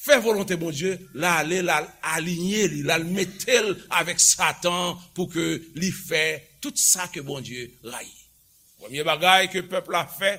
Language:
Haitian Creole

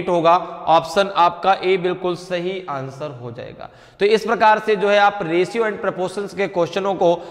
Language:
Hindi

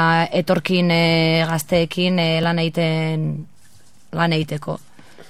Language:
Basque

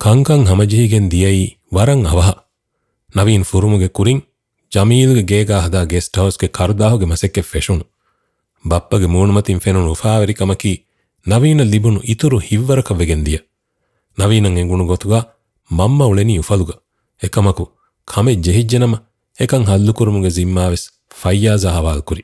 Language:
Divehi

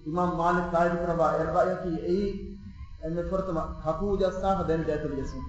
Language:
Divehi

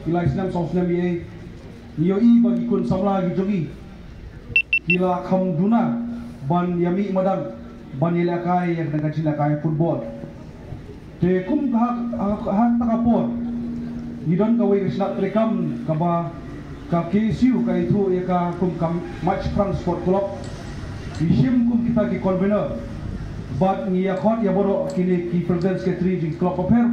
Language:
Khasi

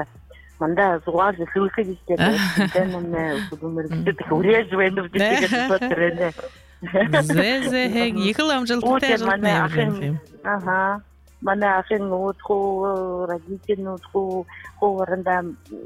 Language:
Buriat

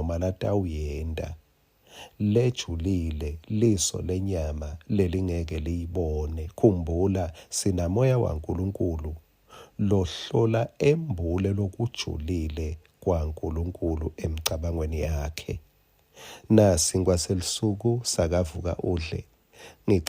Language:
Swati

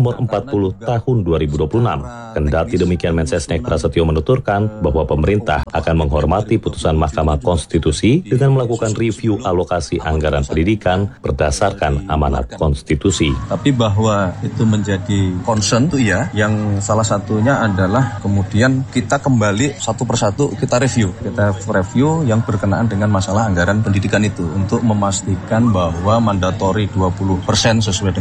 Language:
Indonesian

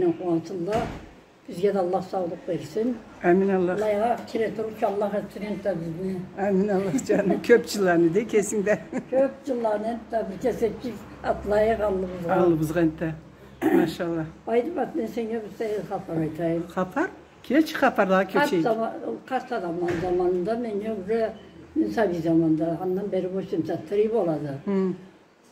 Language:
Karachay-Balkar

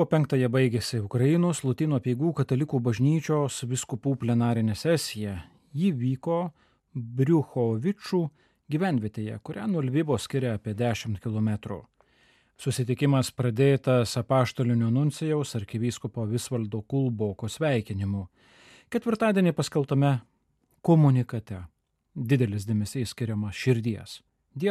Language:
Lithuanian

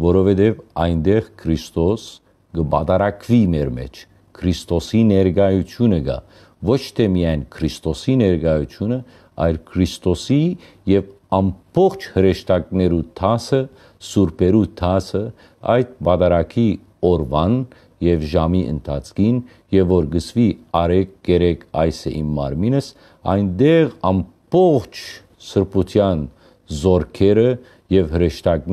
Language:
Western Armenian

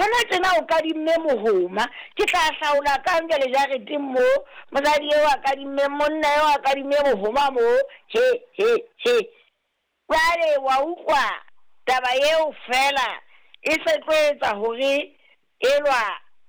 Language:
Southern Sotho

